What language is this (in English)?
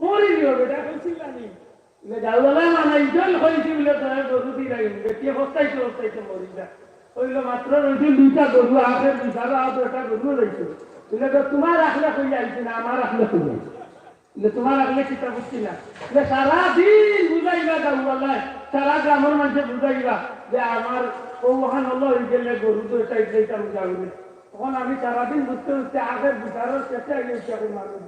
Sylheti